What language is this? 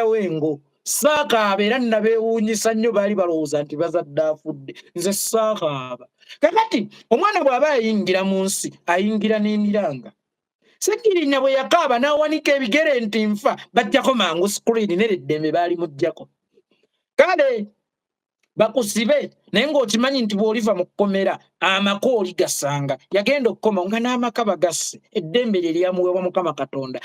Ganda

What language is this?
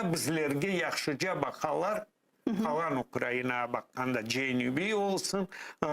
Crimean Tatar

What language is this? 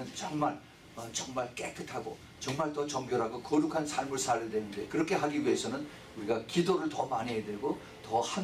Korean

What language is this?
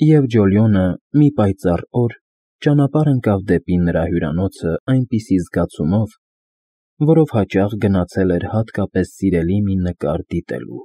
Armenian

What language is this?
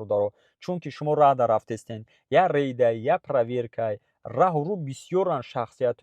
Tajik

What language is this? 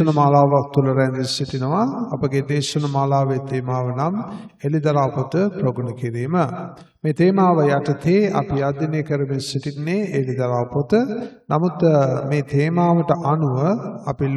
Sinhala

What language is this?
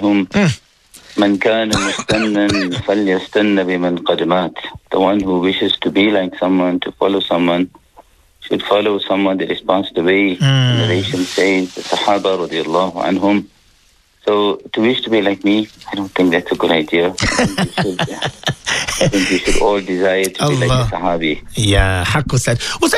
English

